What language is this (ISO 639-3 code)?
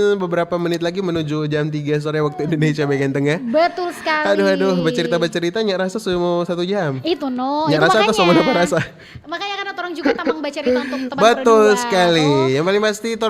xmm